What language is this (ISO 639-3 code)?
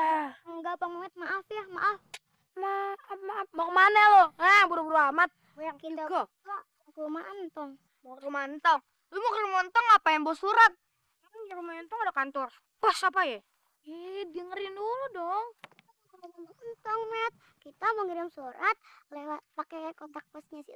bew